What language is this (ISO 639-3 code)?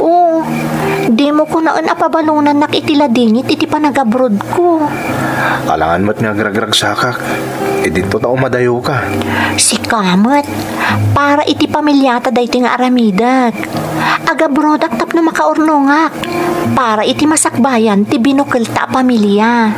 ilo